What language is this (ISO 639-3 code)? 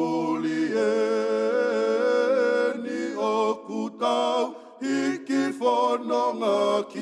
ton